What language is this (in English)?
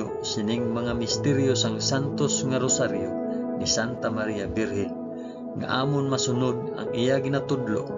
Hiligaynon